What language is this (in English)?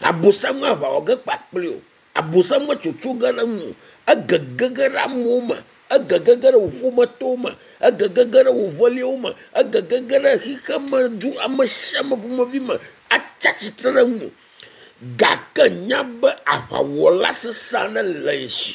Ewe